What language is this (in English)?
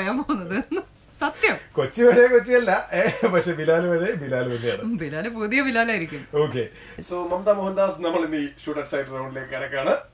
Malayalam